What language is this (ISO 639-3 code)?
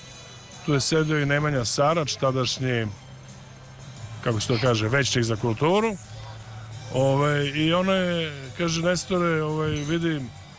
srp